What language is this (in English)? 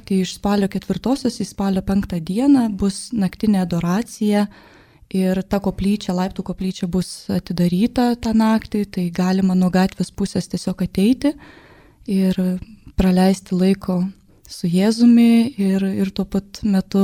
Lithuanian